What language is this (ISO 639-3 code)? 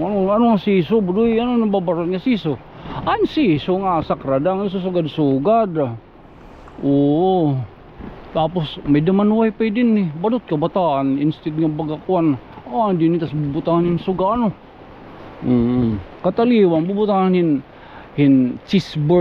war